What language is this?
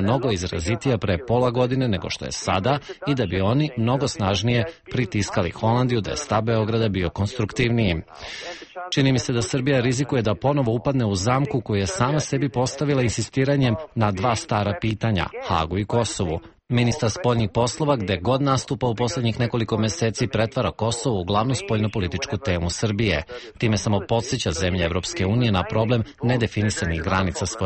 Serbian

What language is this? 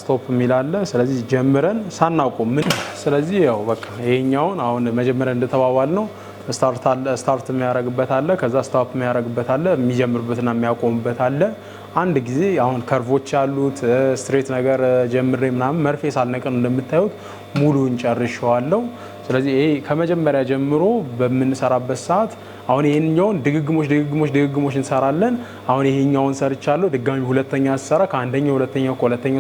Amharic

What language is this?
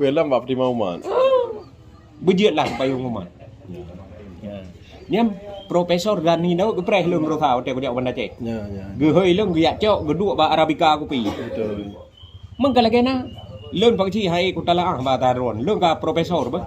Achinese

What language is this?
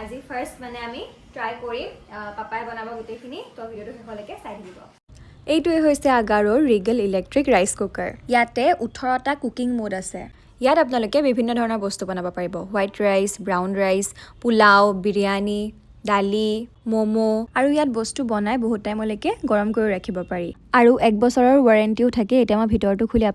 Assamese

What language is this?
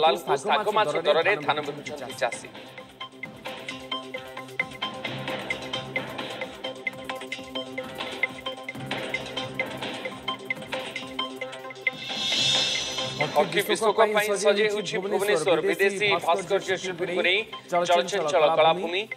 Odia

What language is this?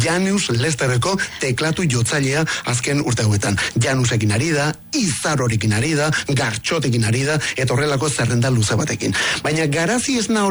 Basque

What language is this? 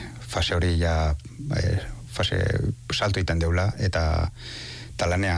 Basque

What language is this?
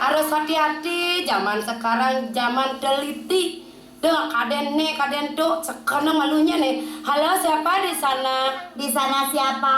Balinese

